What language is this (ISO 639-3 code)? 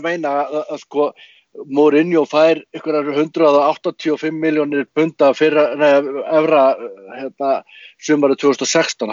isl